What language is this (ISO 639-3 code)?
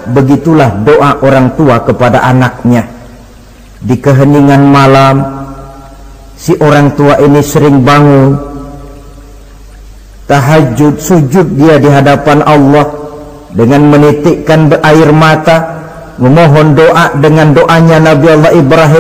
ind